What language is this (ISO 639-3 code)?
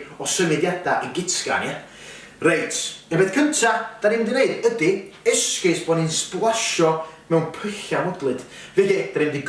cym